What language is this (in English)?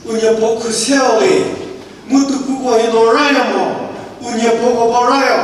Chokri Naga